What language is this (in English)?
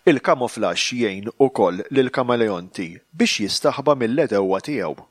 Maltese